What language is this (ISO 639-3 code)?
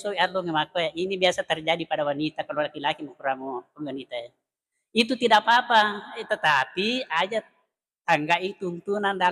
bug